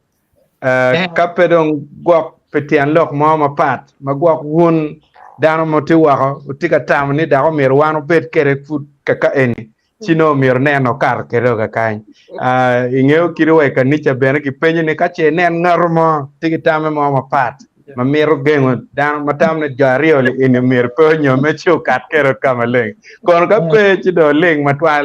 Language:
Acoli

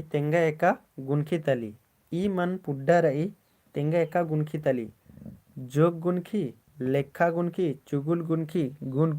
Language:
Kurukh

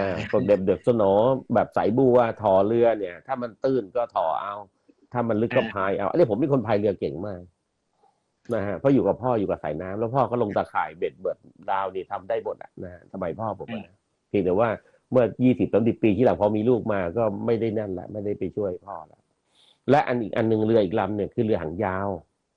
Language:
Thai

